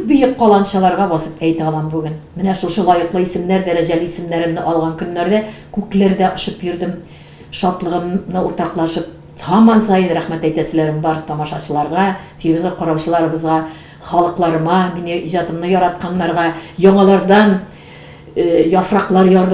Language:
Tatar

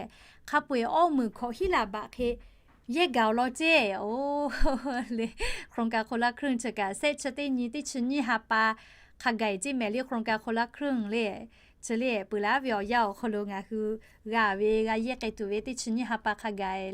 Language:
Lahu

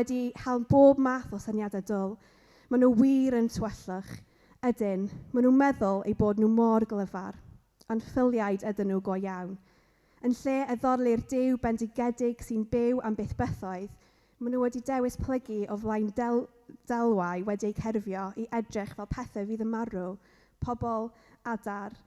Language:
Welsh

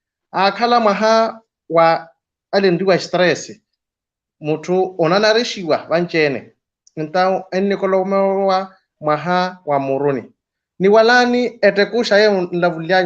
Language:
Makhuwa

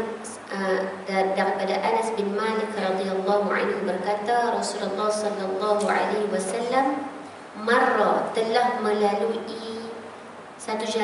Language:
Malay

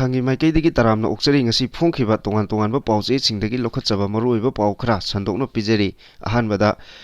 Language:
Manipuri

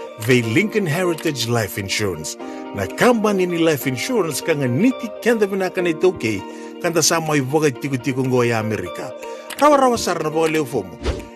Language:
Fijian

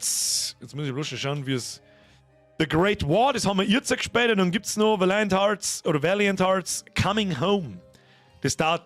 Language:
Bavarian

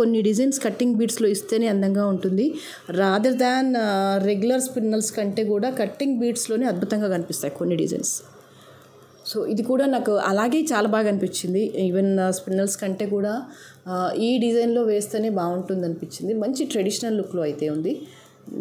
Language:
Telugu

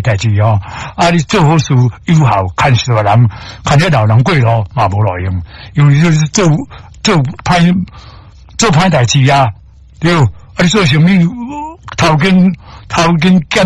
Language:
Min Nan Chinese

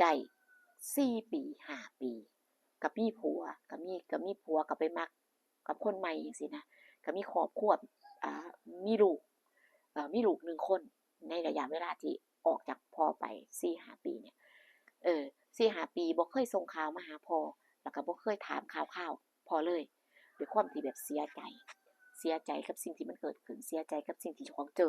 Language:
Lao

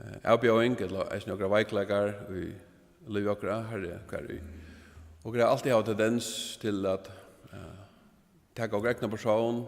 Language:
Faroese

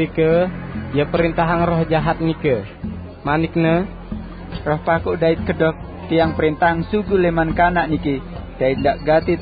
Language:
Sasak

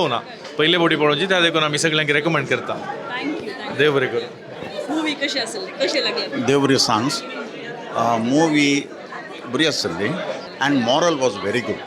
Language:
Konkani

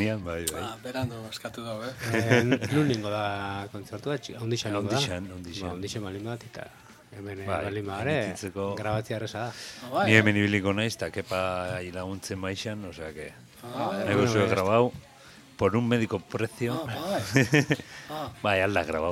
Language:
Basque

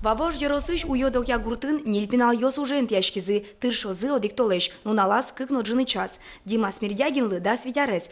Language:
Udmurt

